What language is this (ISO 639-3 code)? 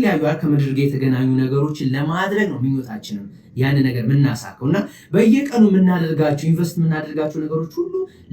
amh